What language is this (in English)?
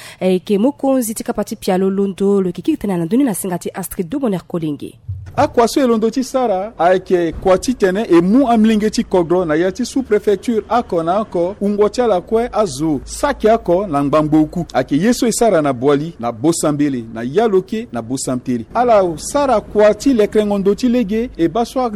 Sango